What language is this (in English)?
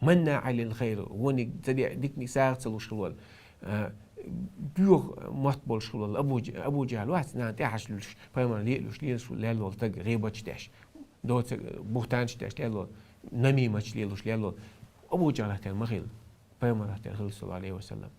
Chechen